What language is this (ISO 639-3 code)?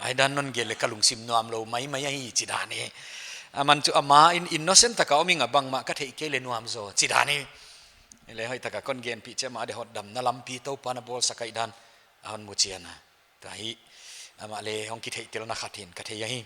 pck